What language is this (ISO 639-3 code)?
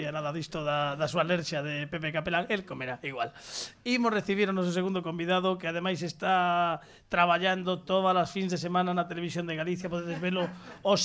glg